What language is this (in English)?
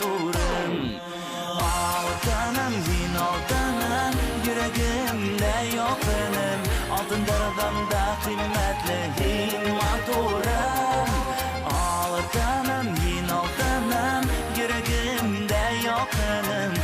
Bashkir